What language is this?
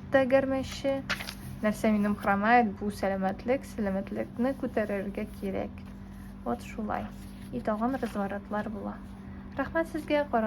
Tatar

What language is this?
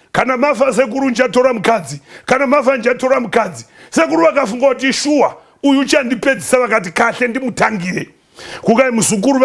Shona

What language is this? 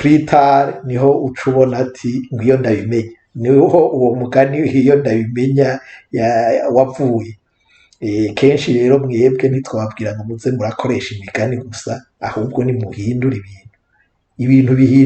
Rundi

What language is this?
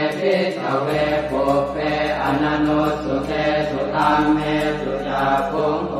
Pali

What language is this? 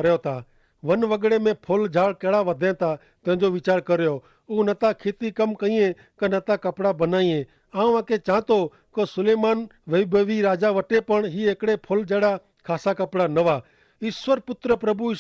Kachhi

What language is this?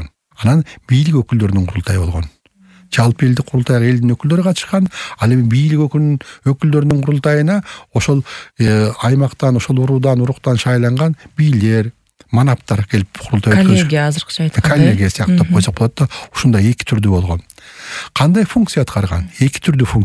Kyrgyz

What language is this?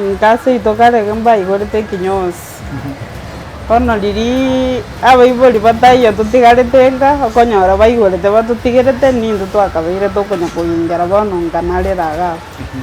Gusii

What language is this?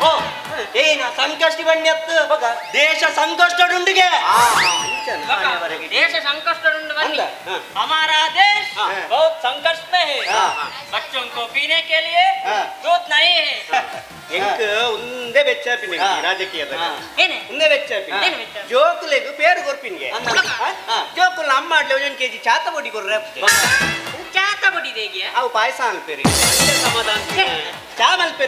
Tulu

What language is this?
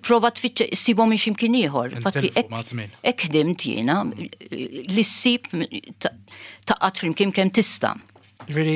Maltese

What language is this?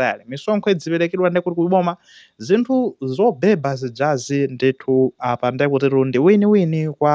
Nyanja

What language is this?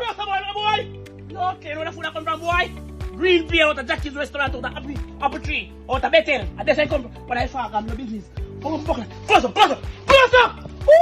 Jamaican Creole English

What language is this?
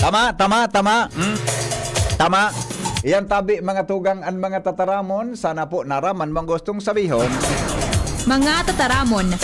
Bikol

